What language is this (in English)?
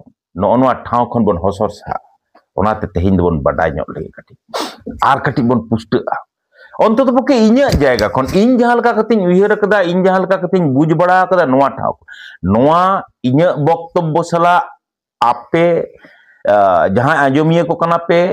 Santali